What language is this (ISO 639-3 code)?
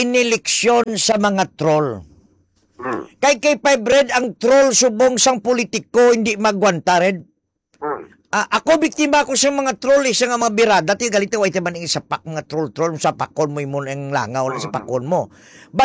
hil